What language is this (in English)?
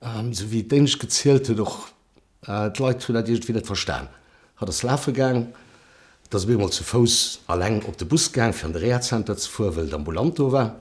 Luxembourgish